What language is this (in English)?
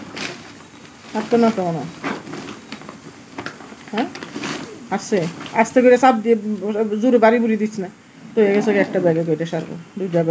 Bangla